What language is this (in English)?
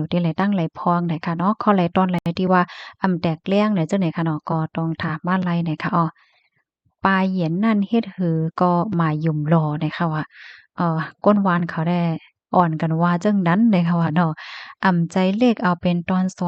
Shan